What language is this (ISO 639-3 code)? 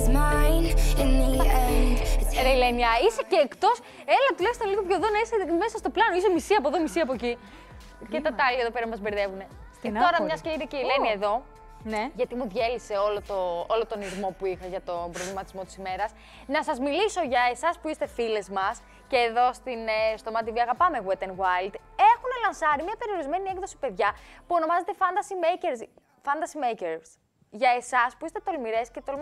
ell